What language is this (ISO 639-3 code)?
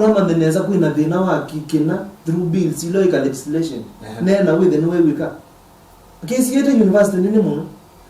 kam